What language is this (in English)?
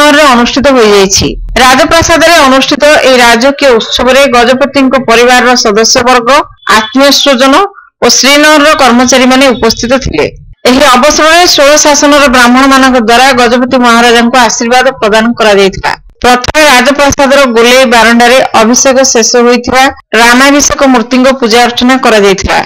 Odia